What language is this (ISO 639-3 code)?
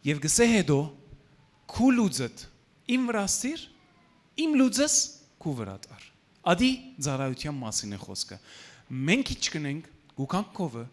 hyw